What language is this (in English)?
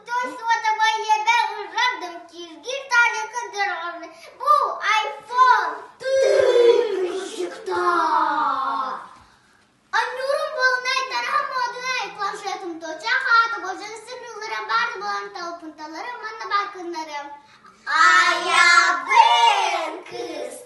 Yakut